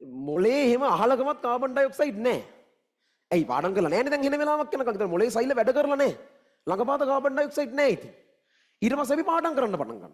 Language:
Sinhala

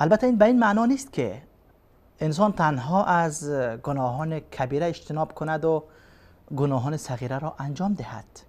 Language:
Persian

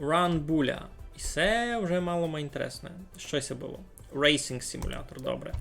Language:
Rusyn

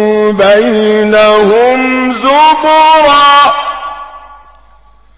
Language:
Arabic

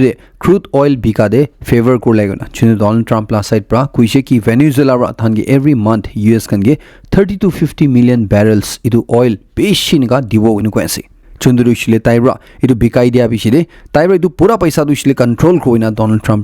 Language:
Naga Pidgin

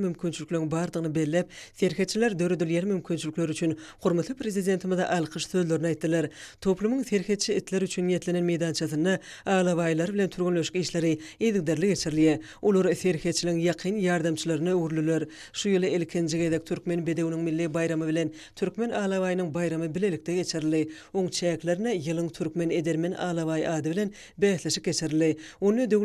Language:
Turkmen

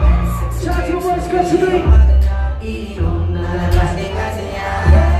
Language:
Filipino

